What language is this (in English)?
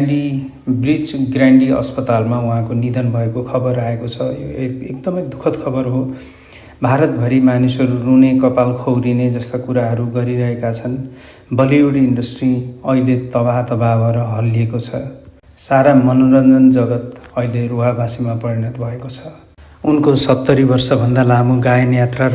Nepali